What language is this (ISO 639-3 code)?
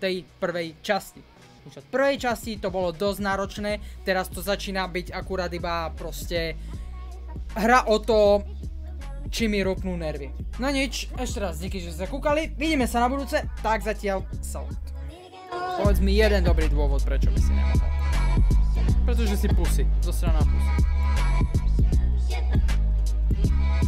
slk